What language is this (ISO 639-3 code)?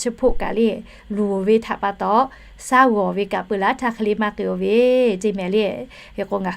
lhu